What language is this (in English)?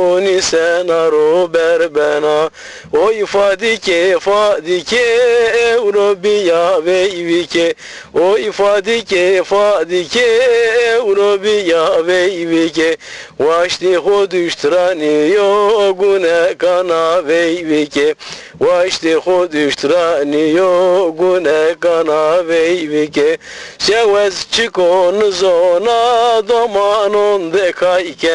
Zaza